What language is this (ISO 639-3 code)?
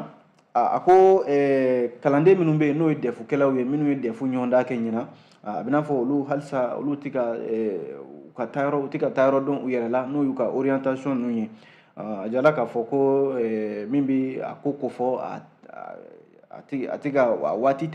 bam